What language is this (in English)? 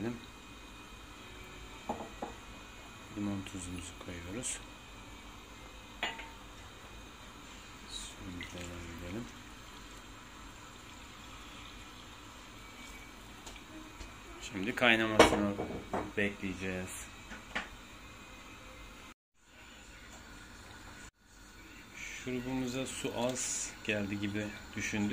Turkish